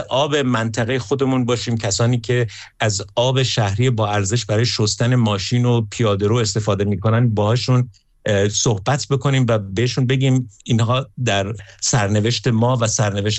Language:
Persian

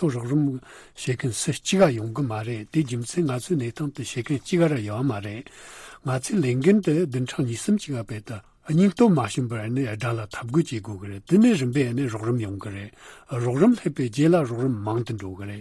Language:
Tibetan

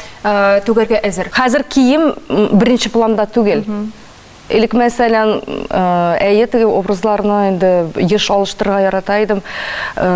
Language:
Tatar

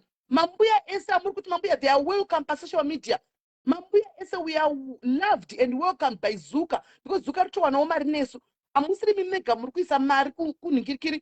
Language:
Shona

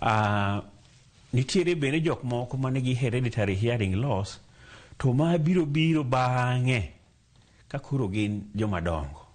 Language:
Luo (Kenya and Tanzania)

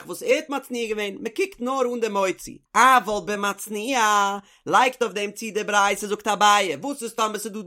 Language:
Yiddish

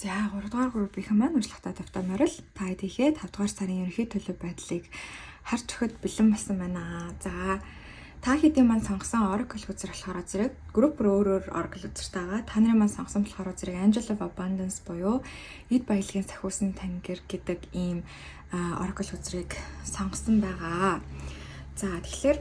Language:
Mongolian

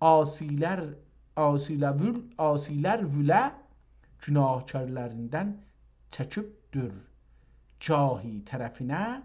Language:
South Azerbaijani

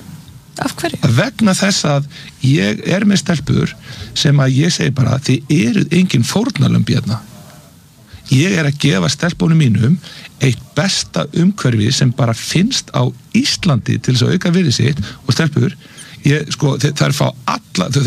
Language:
Icelandic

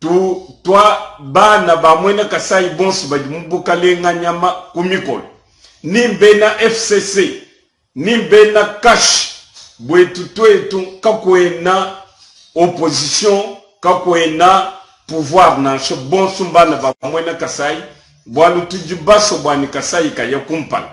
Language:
Luba-Lulua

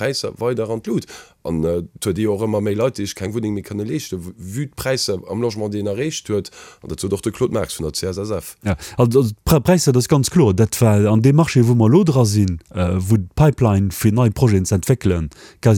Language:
Luxembourgish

